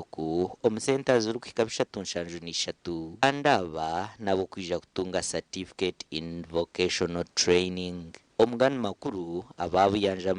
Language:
Nyankole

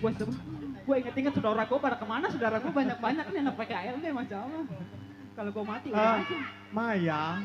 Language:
Betawi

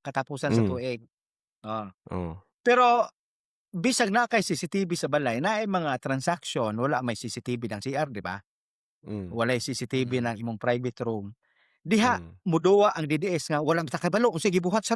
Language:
Cebuano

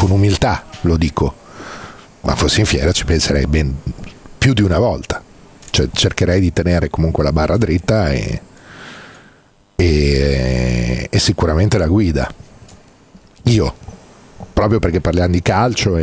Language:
Italian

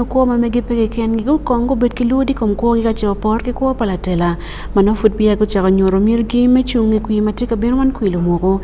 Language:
Acoli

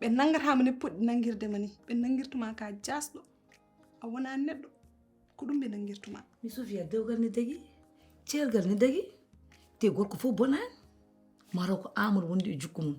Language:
Fula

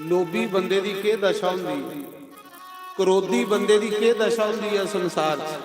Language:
Dogri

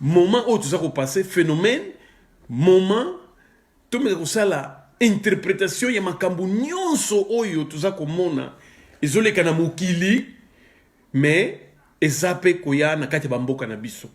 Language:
Lingala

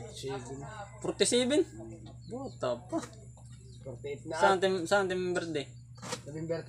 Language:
Waray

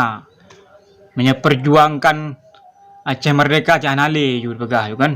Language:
Achinese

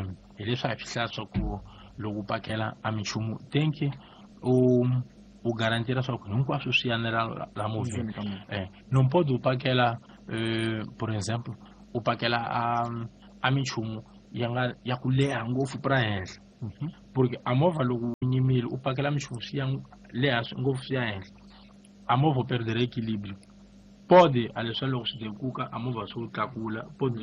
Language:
Tsonga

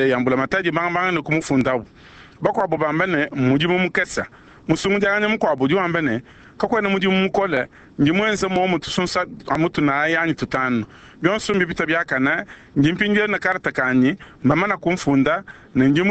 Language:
Luba-Lulua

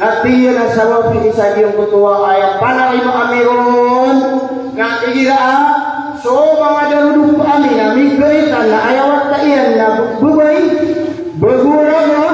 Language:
Maranao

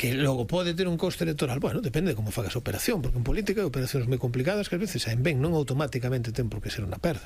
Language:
Galician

